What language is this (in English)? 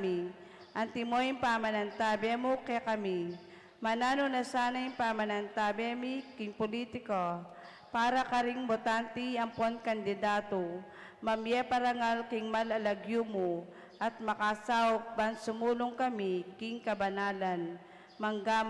Pampanga